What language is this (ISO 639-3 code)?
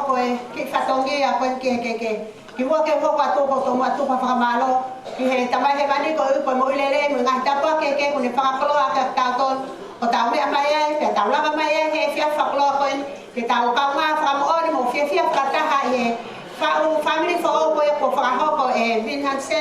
ton